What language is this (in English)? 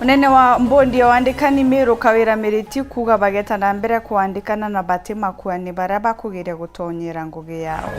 Meru